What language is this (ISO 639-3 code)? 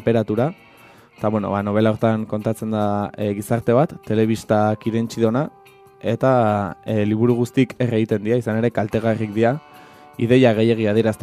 eus